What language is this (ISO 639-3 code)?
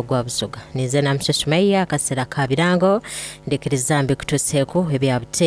xog